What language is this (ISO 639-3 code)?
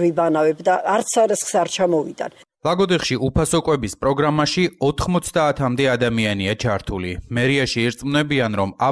kat